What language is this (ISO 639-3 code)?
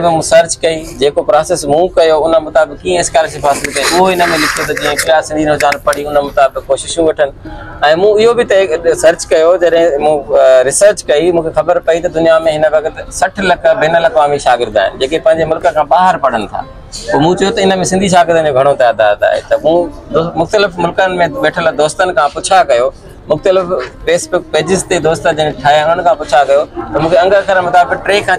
snd